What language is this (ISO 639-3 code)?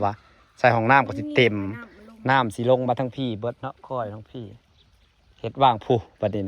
tts